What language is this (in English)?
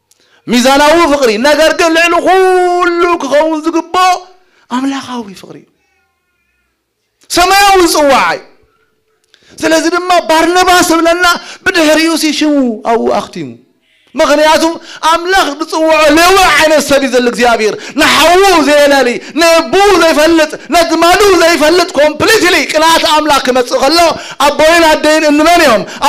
Tigrinya